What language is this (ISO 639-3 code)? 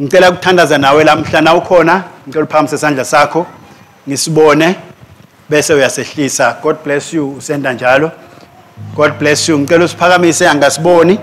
ssw